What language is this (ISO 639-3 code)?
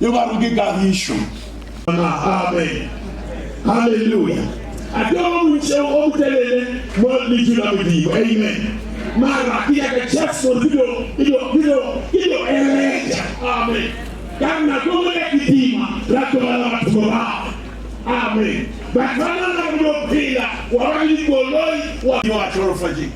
nso